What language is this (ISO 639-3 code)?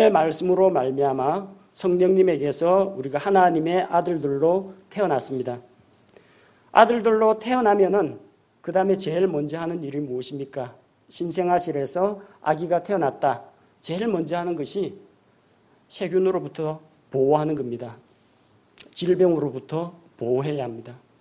kor